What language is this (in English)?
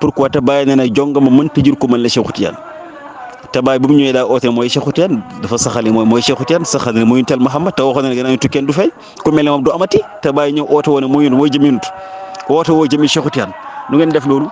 Wolof